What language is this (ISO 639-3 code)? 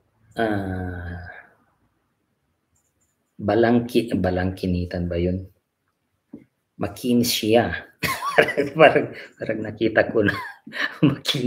fil